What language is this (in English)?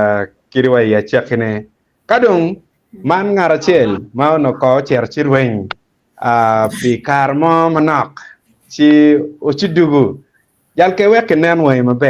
Acoli